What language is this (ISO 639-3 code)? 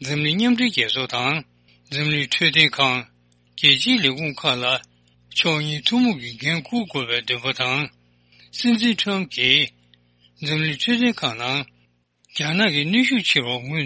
bod